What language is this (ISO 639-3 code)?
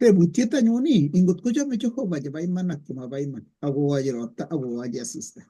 kln